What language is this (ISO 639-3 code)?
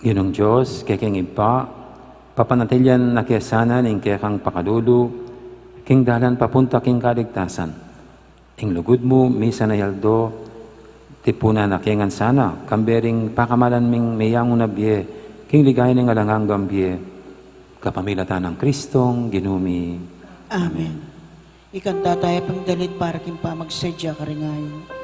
pam